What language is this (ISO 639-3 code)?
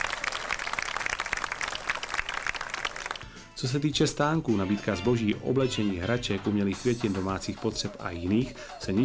ces